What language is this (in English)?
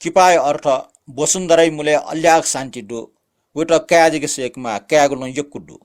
Newari